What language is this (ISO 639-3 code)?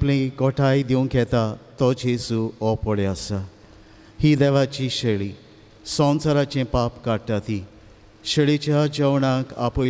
kok